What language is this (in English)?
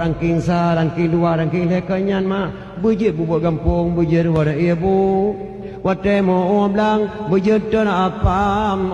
Achinese